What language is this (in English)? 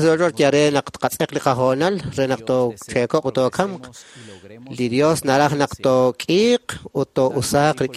Kekchí